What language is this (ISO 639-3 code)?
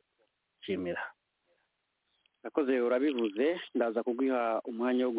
kin